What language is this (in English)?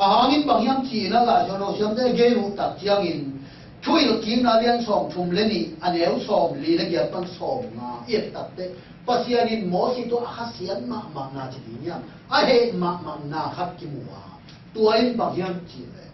Tedim Chin